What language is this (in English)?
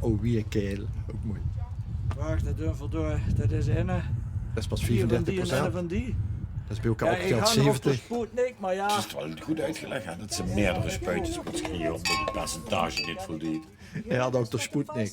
Limburgish